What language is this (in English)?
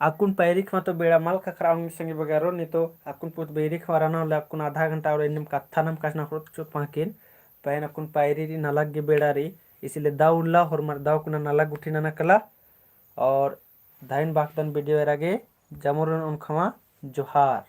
Kurukh